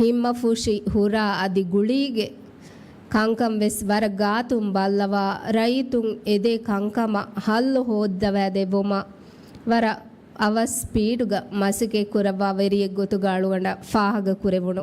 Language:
Divehi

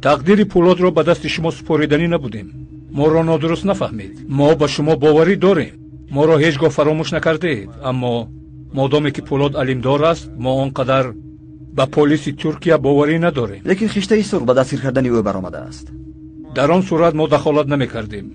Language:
Tajik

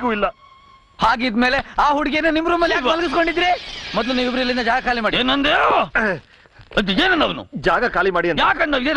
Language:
Kannada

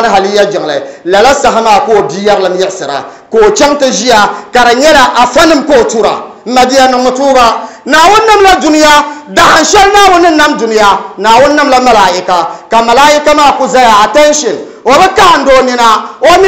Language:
Dagbani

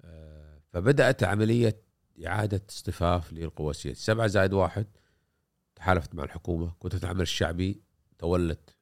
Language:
Gulf Arabic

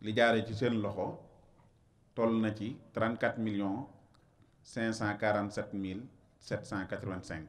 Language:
Wolof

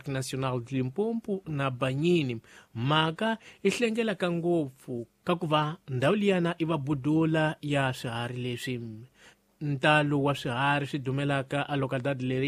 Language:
Tsonga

